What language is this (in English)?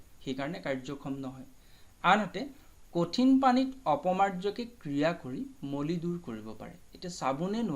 Assamese